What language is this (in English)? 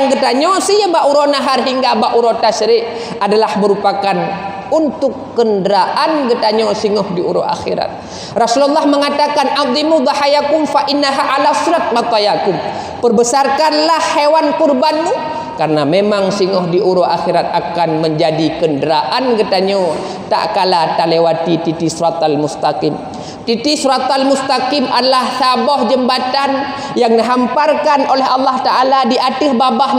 Achinese